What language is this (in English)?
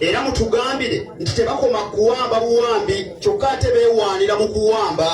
Ganda